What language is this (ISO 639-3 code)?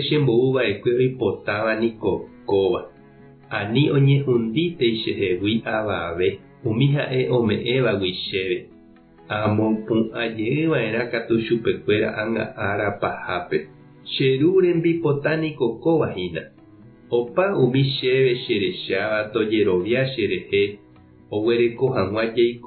grn